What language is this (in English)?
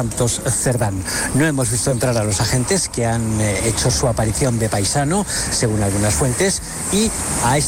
Spanish